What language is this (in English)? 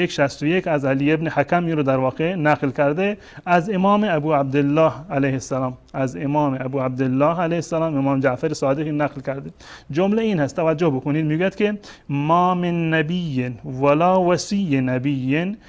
Persian